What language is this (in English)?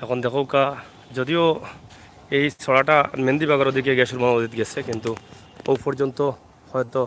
Sylheti